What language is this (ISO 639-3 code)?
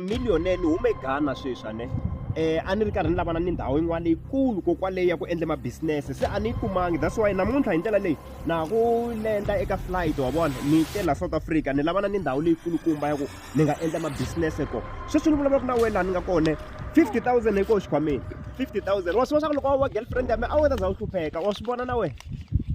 tso